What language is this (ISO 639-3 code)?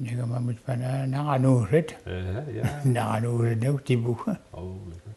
mic